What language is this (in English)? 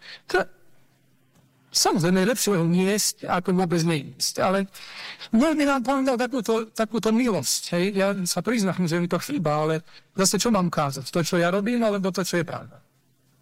Slovak